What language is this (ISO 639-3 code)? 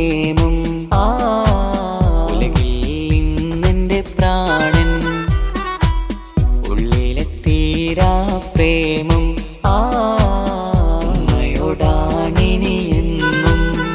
mal